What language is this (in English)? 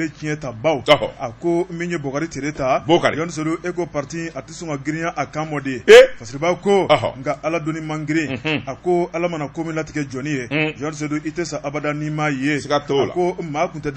Bambara